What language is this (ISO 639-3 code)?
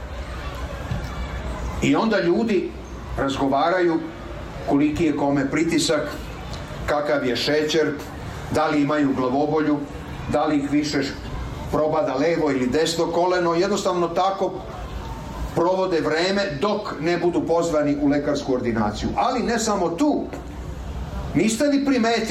srp